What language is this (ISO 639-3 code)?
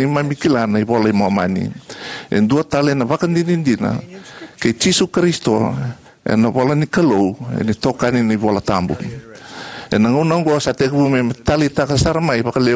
fij